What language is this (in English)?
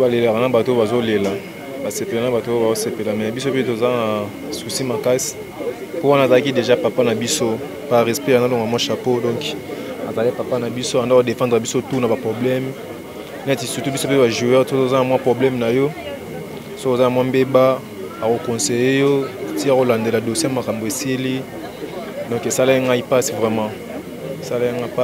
Lingala